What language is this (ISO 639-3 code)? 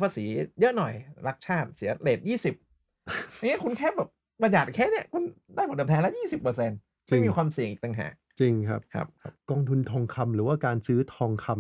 tha